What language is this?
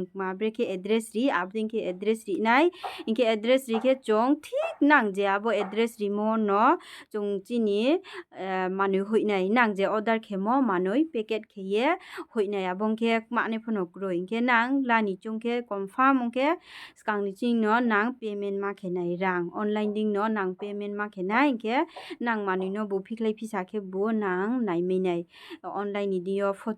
Riang (India)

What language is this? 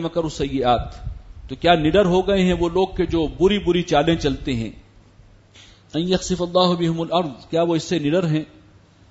Urdu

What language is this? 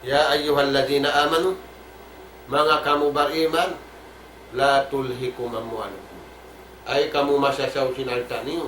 Tausug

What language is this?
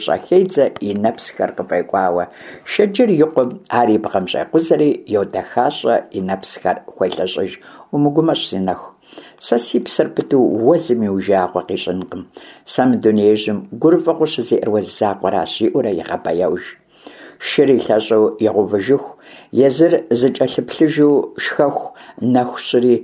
Kabardian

